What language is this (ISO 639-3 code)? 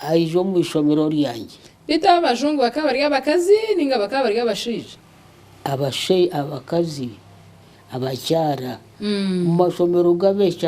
nyn